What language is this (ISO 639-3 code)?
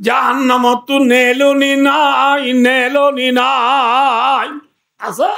rhg